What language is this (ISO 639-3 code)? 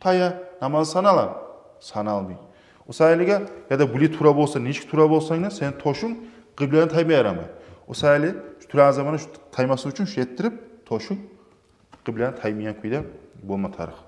kum